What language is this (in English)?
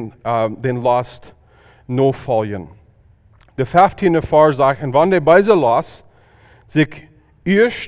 Plautdietsch